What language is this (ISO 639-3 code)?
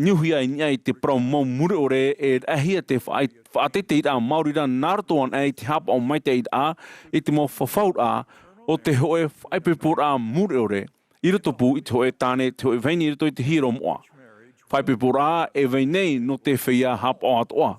tah